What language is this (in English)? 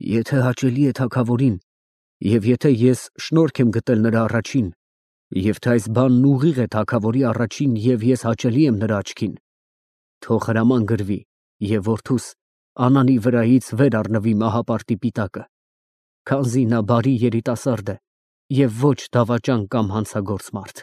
Armenian